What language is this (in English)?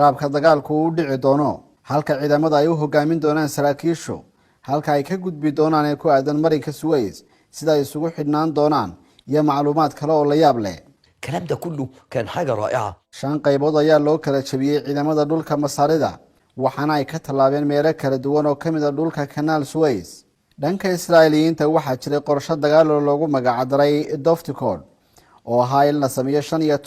Somali